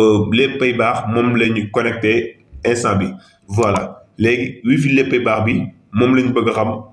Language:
Wolof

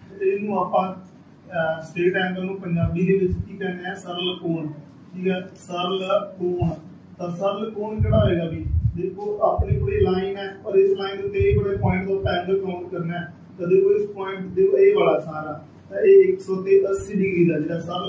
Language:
Punjabi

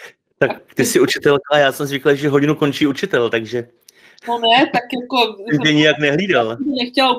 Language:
Czech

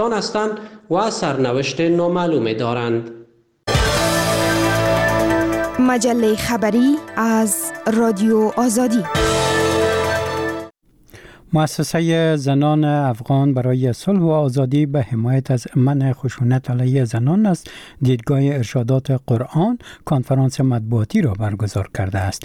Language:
Persian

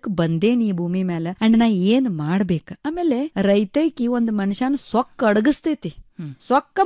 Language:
Kannada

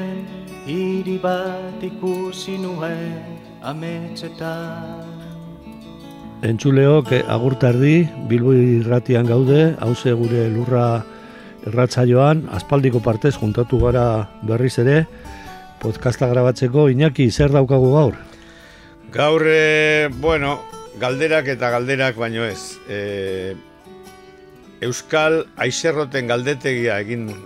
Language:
Basque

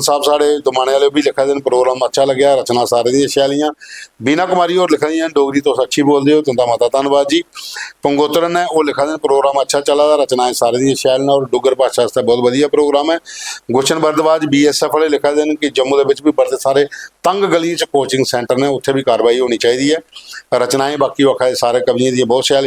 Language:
Dogri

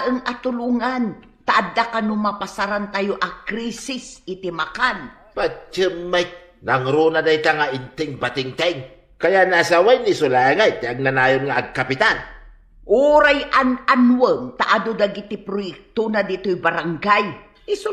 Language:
Iloko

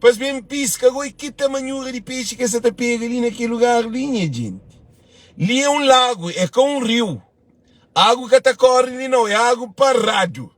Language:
Kabuverdianu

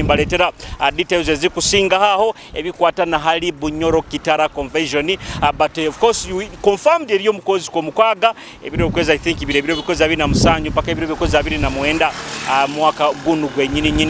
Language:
Nyoro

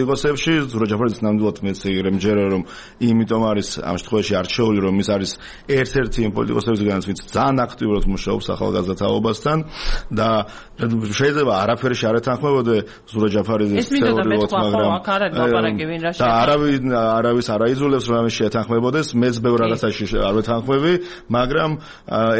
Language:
Georgian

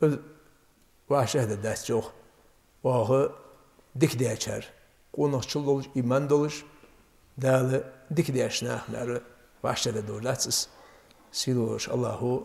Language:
Ingush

